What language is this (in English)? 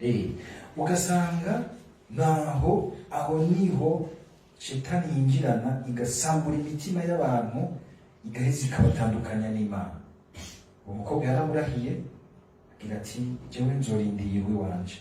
Rundi